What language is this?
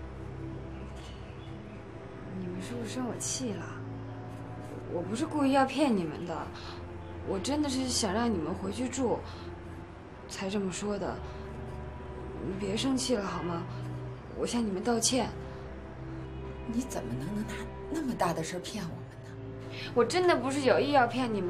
Chinese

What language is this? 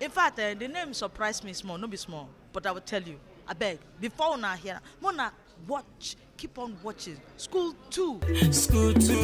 Nigerian Pidgin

